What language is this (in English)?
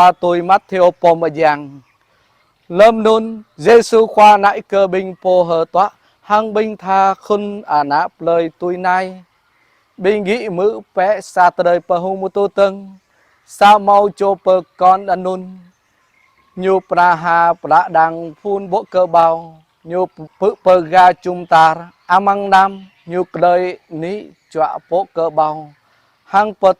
Jarai